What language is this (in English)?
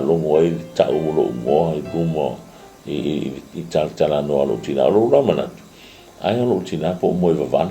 Samoan